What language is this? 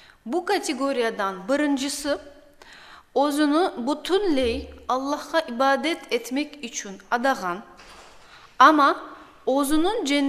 Crimean Tatar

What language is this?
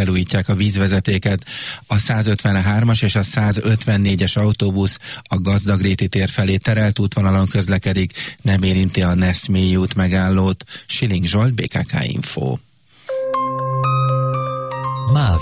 Hungarian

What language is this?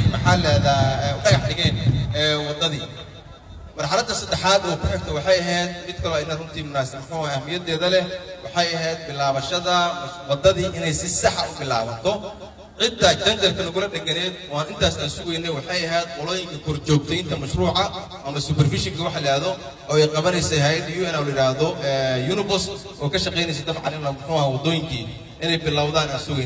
Somali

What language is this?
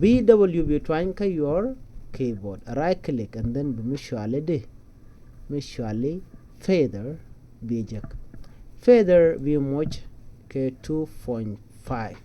Nuer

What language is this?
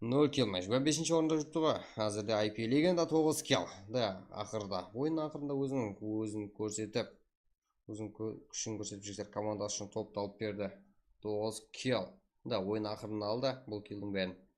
Kara-Kalpak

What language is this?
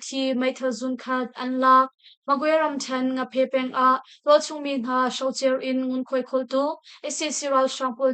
Hakha Chin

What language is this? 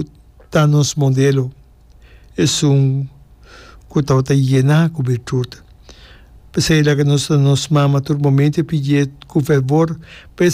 Papiamento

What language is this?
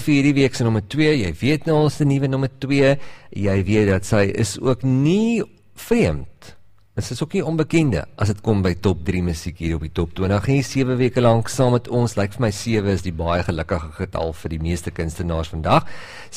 Afrikaans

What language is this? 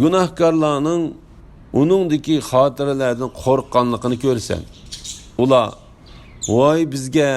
Uyghur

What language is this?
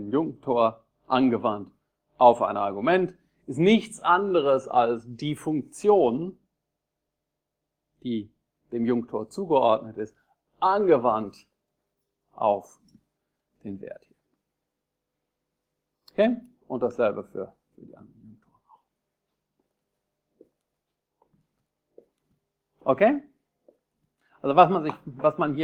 German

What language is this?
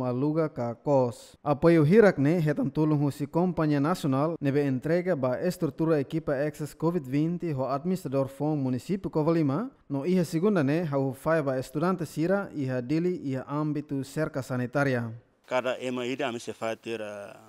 Tetum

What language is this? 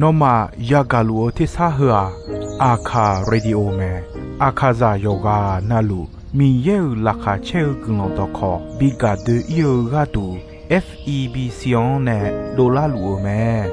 Akha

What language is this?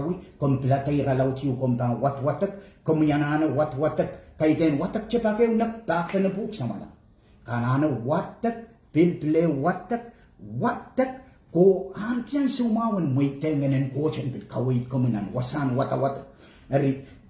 Pohnpeian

